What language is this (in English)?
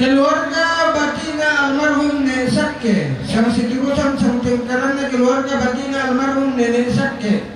Toraja-Sa'dan